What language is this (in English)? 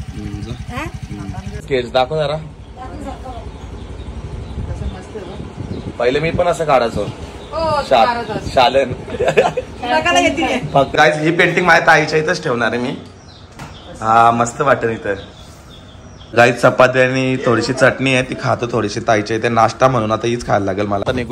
Marathi